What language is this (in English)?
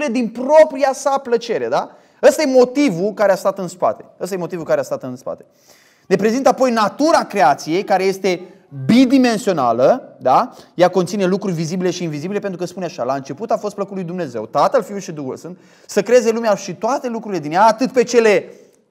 Romanian